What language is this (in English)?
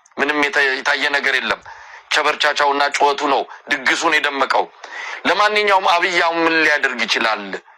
Amharic